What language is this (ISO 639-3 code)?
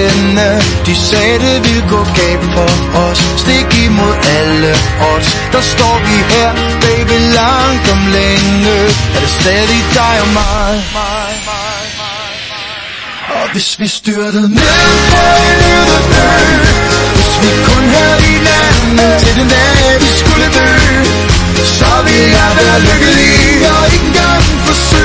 dan